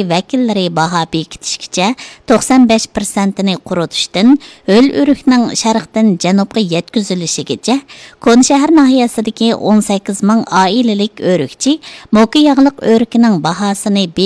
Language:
Uyghur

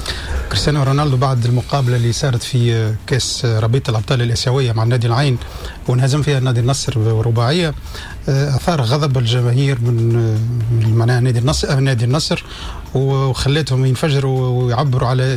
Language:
Tunisian Arabic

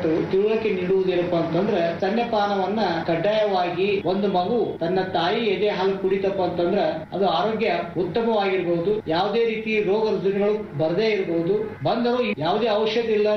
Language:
Kannada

